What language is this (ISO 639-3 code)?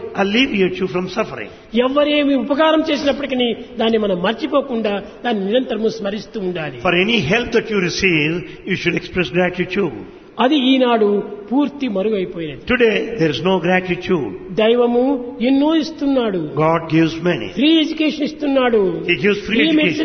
tel